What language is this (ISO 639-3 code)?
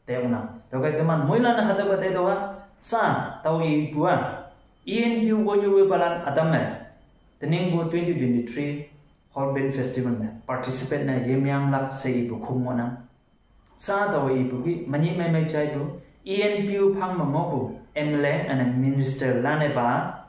nbe